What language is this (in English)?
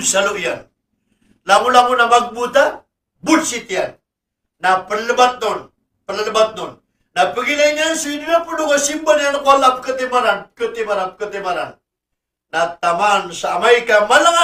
Maranao